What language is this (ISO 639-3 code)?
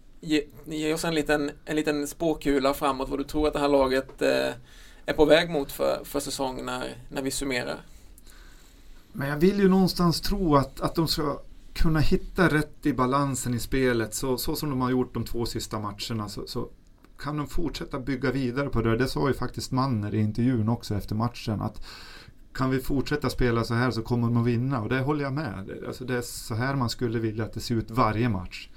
swe